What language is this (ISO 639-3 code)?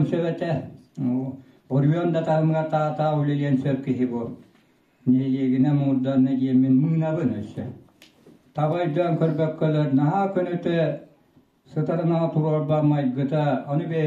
sah